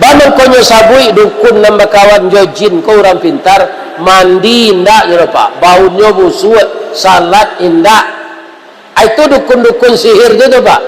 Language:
Minangkabau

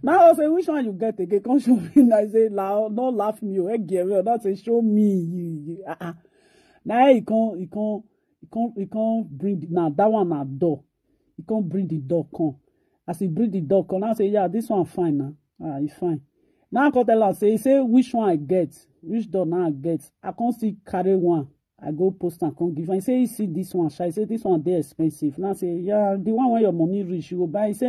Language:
Nigerian Pidgin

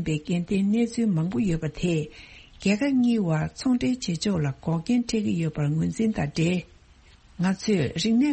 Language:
Tibetan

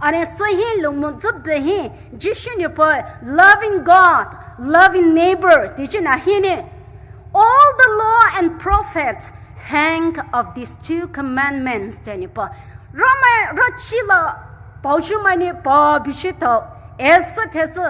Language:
Poumei Naga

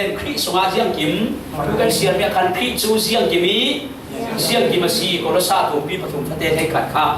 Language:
Falam Chin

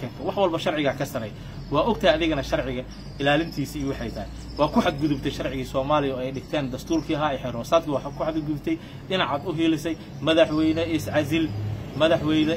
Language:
Somali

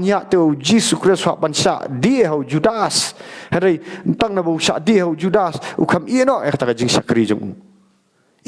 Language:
Khasi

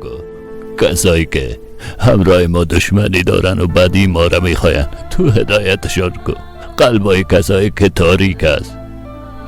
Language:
Persian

